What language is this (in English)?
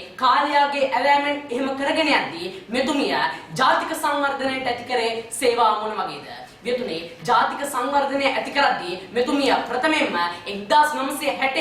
Sinhala